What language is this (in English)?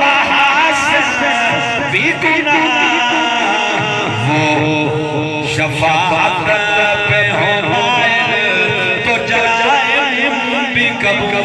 Saraiki